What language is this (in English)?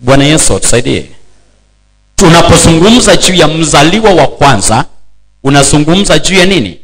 Swahili